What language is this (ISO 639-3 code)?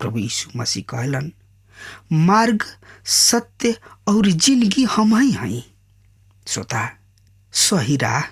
bho